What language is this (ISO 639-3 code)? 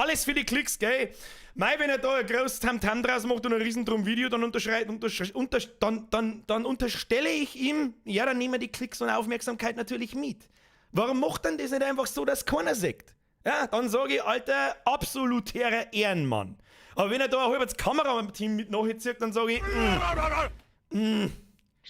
bar